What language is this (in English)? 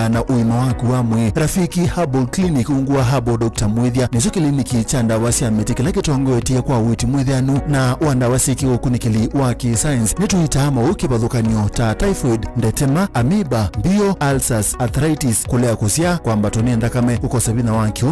Kamba